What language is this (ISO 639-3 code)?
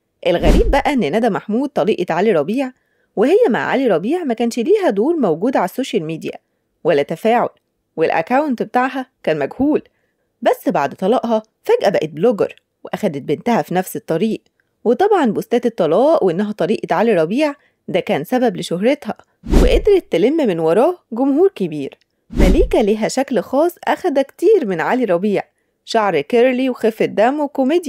arz